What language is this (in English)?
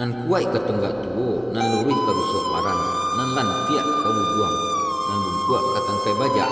Minangkabau